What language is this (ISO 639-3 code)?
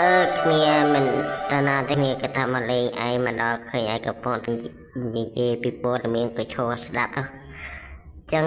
khm